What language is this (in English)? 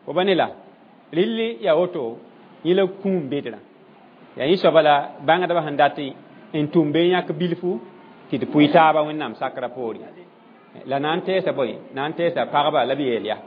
Mossi